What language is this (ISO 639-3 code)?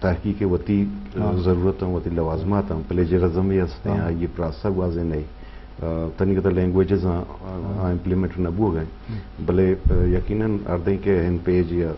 bgp